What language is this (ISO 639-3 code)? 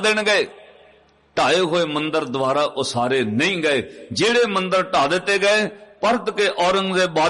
pan